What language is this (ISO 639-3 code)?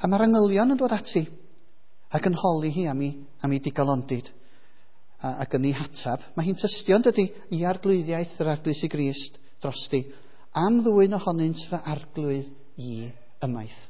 cym